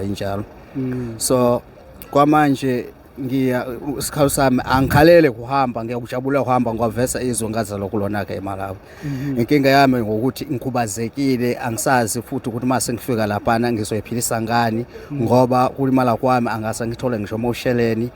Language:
Zulu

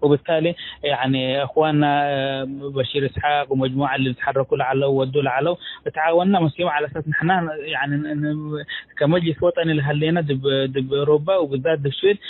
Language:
Tigre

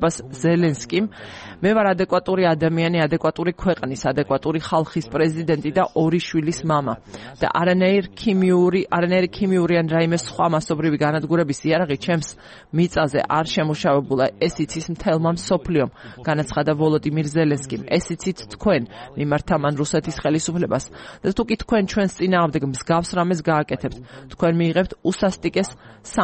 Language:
Georgian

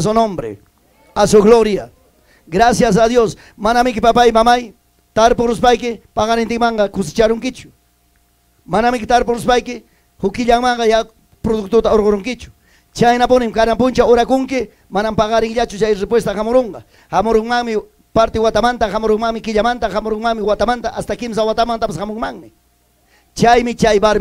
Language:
Ayacucho Quechua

